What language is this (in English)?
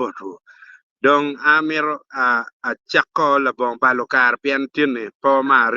Acoli